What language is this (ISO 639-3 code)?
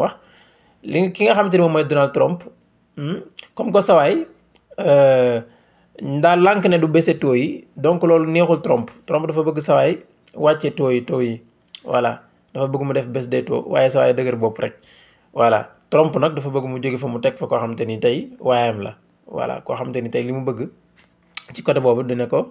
wol